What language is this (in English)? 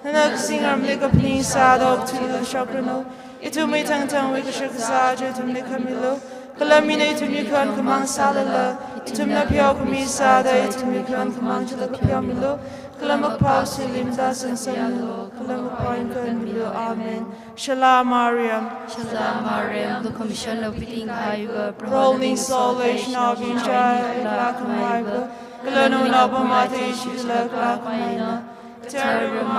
Tangkhul Naga (India)